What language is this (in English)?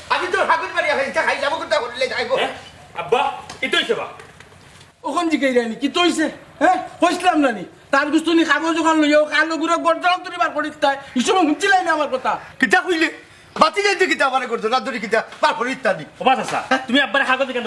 Sylheti